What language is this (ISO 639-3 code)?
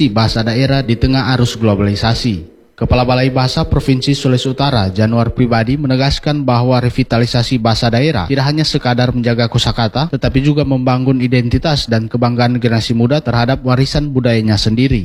ind